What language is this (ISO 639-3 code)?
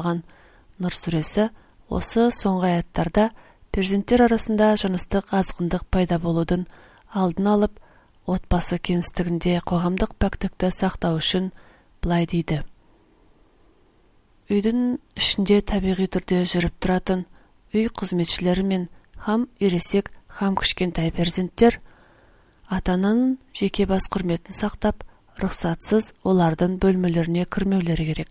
kaz